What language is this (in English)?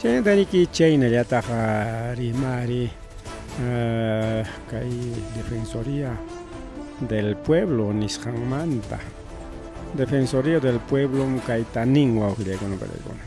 Ayacucho Quechua